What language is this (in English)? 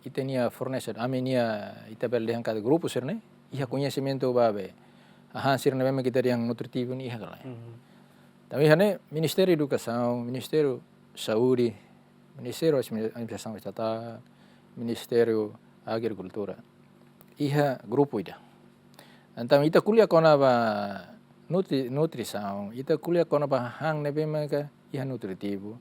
Tetum